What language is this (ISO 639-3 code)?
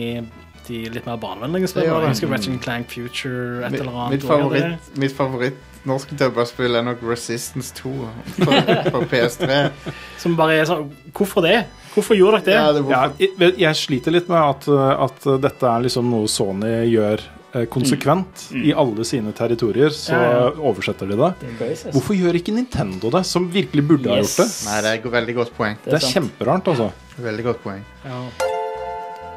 nor